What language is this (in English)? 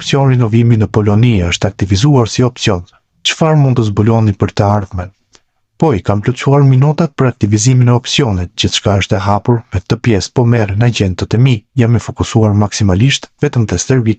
Albanian